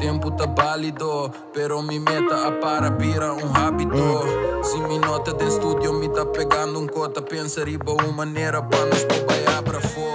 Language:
Papiamento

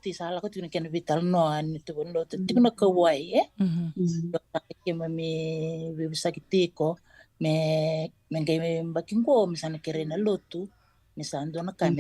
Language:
Fijian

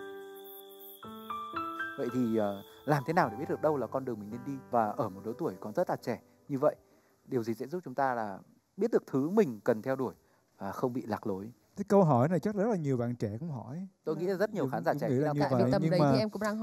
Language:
Vietnamese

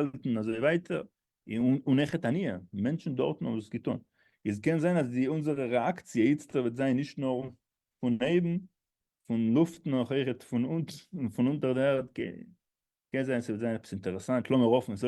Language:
Yiddish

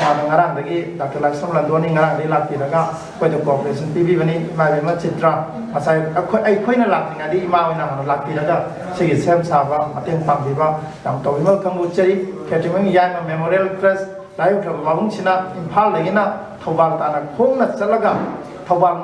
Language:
Manipuri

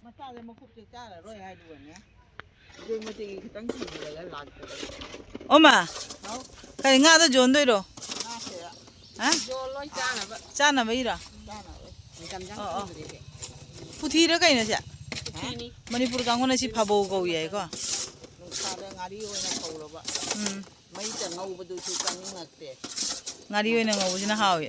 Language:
Manipuri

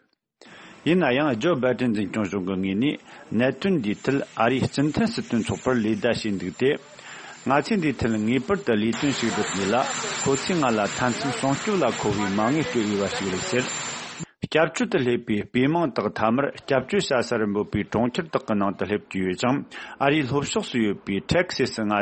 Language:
Tibetan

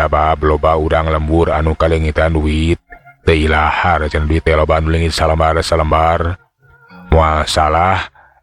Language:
Sundanese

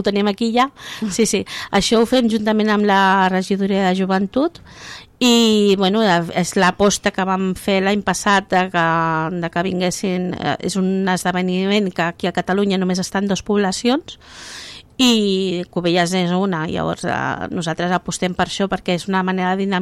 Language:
Catalan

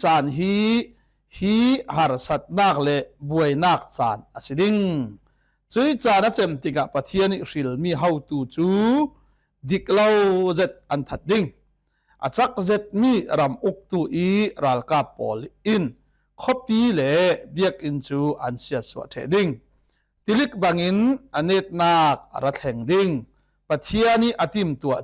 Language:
Falam Chin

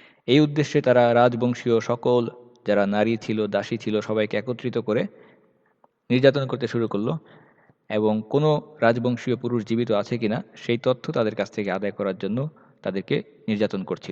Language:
Bangla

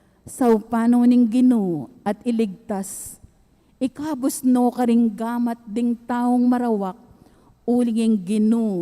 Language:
Pampanga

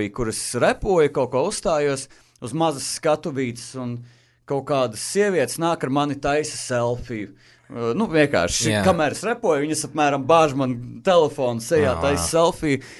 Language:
Latvian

